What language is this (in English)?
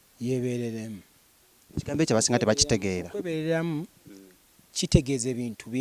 Ganda